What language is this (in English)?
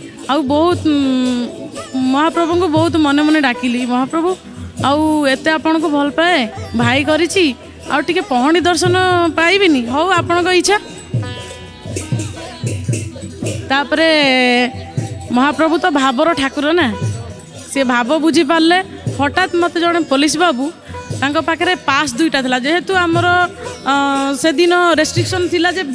Odia